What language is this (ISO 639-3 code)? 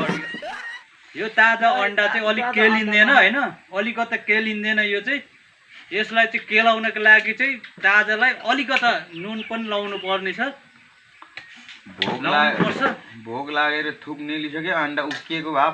nep